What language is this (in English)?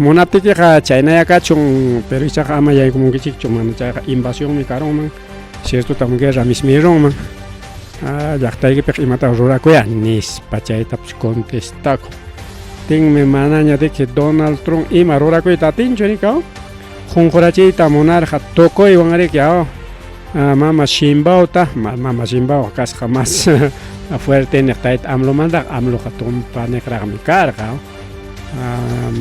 Ayacucho Quechua